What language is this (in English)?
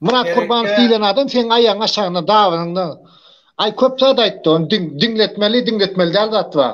Turkmen